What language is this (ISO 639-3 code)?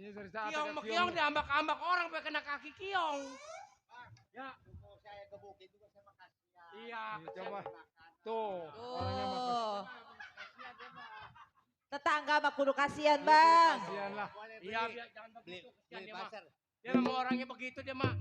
bew